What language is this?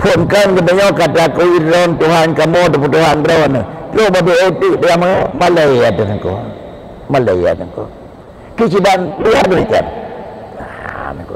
Achinese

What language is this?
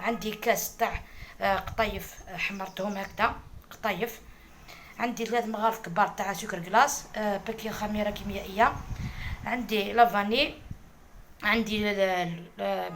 Algerian Arabic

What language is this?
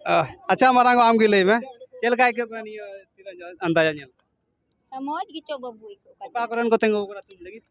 Santali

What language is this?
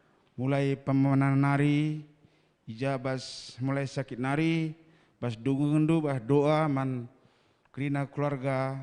Batak Karo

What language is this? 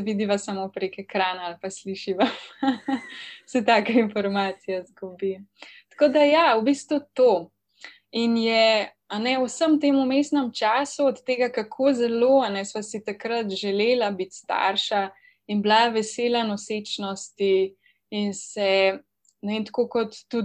Slovenian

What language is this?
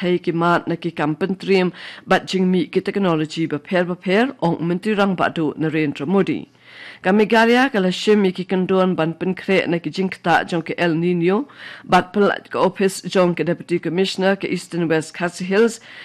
Khasi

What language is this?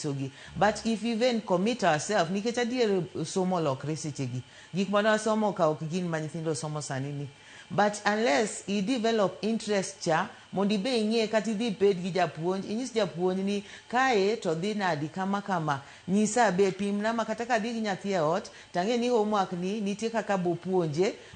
Luo (Kenya and Tanzania)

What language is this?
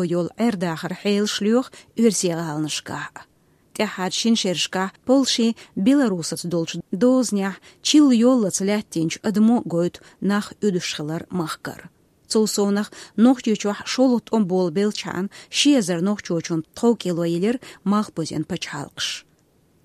Chechen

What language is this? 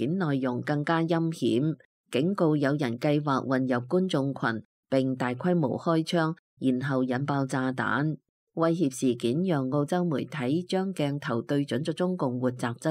Cantonese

